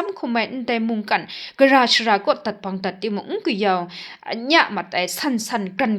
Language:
Kachin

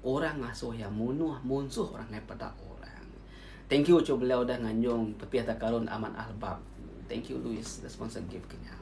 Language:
Iban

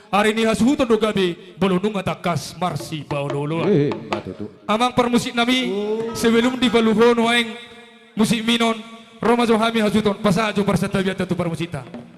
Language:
Batak Toba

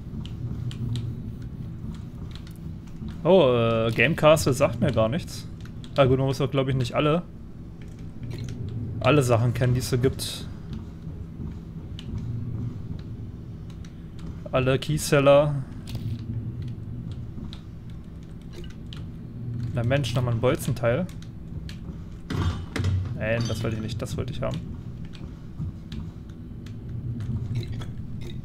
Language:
German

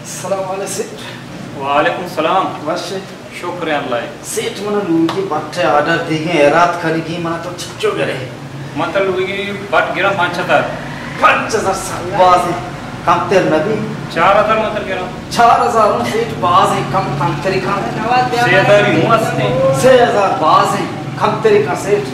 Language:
Baluchi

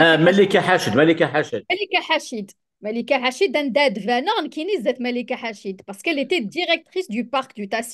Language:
Kabyle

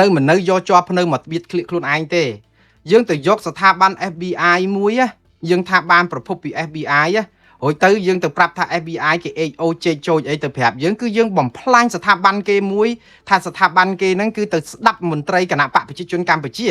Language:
Khmer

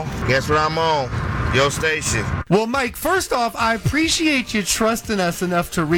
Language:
English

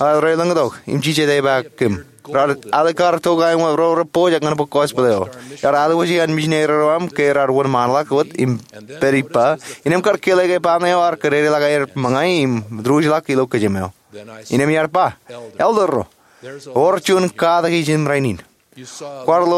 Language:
Marshallese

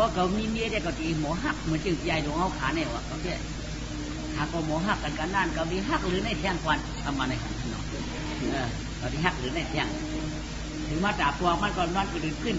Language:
Shan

